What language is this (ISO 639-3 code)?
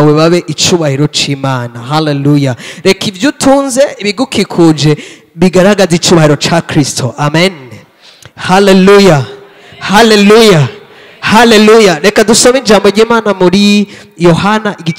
run